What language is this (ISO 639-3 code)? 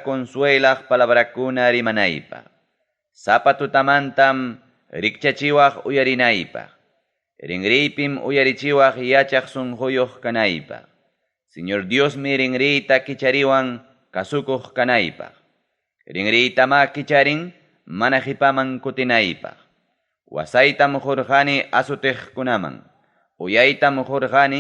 quy